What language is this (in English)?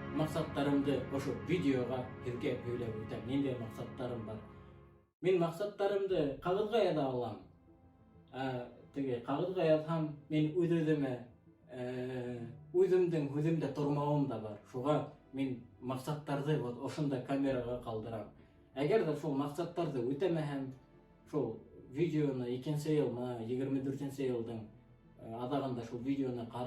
Bashkir